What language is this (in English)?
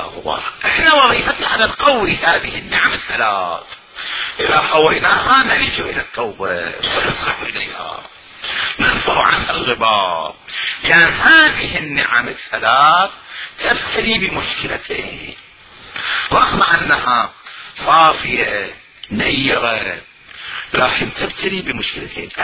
Mesopotamian Arabic